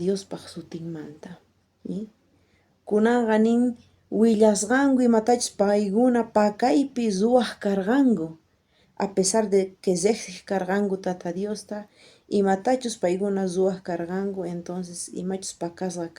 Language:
South Bolivian Quechua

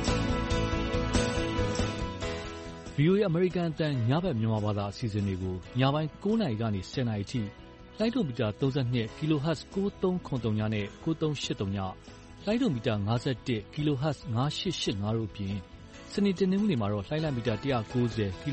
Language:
Burmese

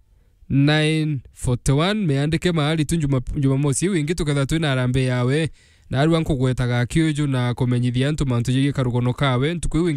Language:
Meru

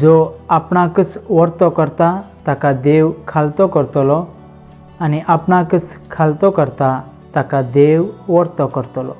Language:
Konkani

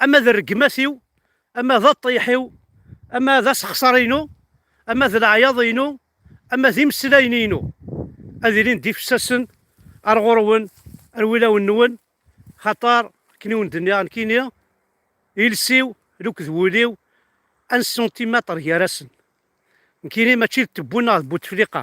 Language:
Kabyle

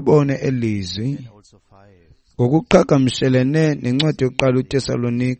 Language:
Xhosa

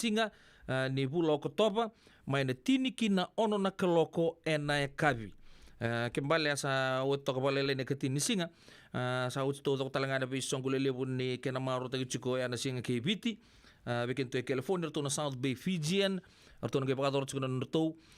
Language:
Fijian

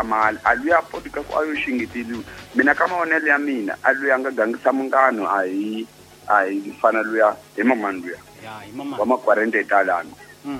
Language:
Tsonga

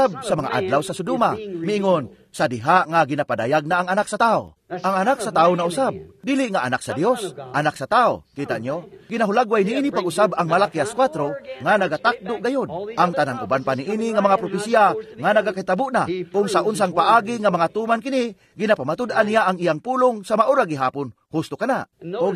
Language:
Cebuano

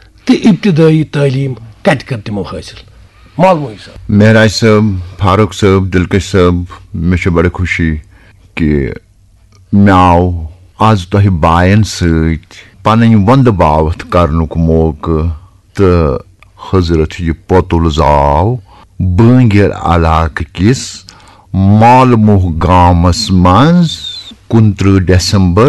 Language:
Kashmiri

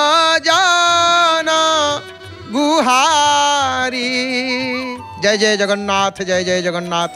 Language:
Odia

